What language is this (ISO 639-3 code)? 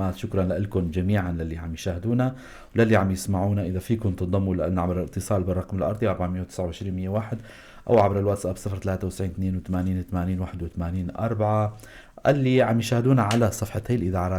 apc